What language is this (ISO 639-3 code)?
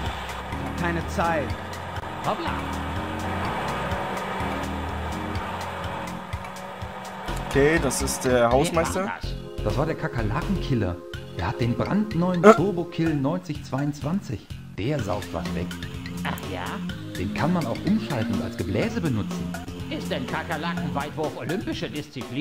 deu